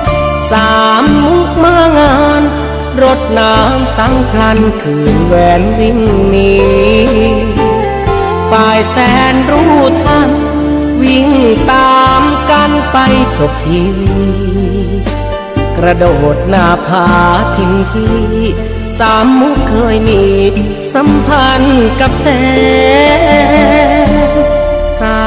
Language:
Thai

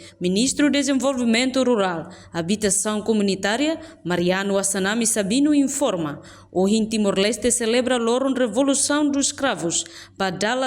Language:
Tetum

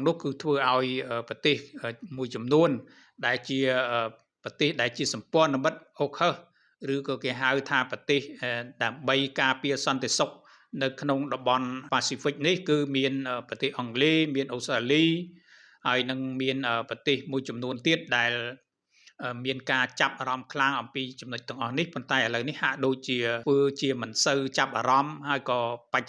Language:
Khmer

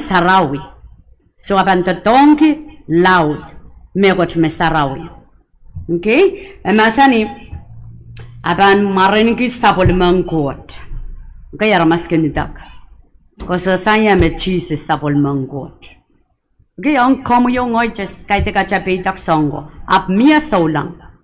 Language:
Pohnpeian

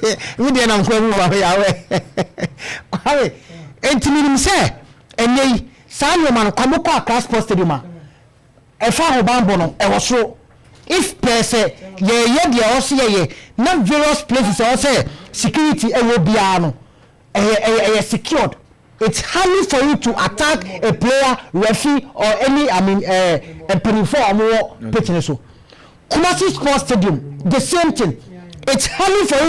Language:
Akan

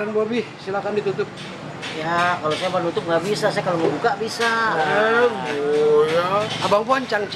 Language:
Betawi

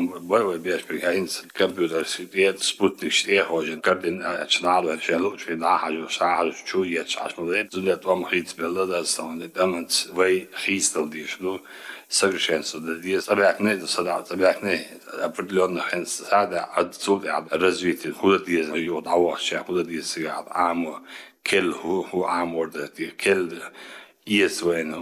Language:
Chechen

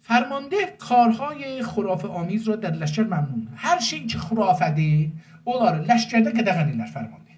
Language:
South Azerbaijani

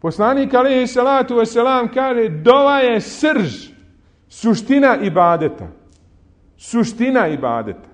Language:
Bosnian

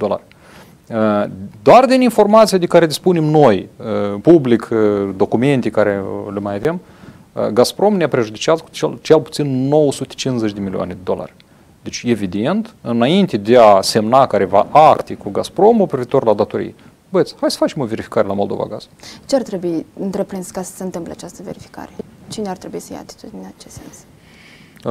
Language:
Romanian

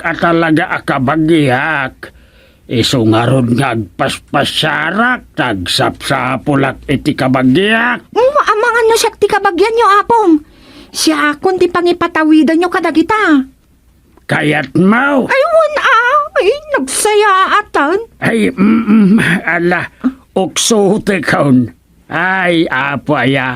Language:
Iloko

